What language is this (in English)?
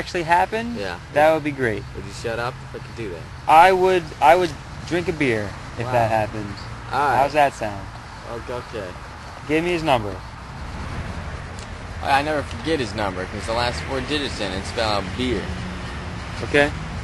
English